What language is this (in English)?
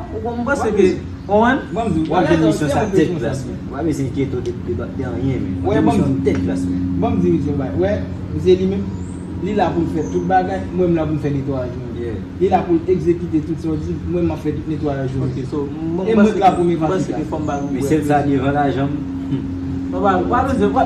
Haitian Creole